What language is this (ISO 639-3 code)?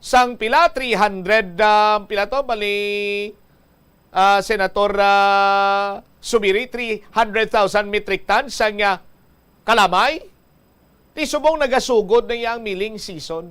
hil